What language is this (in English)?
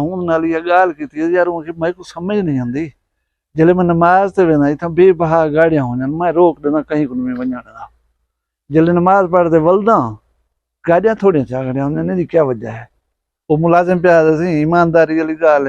Saraiki